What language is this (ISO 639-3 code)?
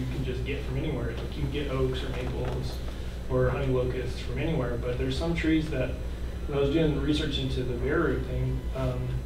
eng